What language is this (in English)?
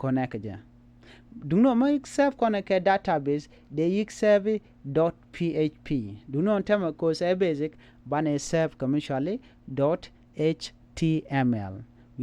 Nuer